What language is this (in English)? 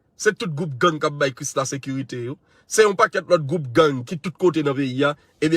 Haitian Creole